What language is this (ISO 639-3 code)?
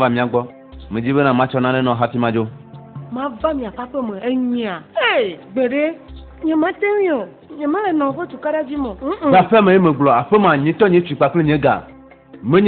ewe